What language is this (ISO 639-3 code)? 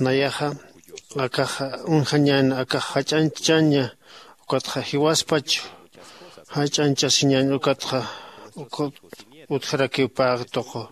aym